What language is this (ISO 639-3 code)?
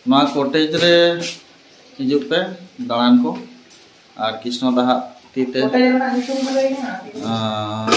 sat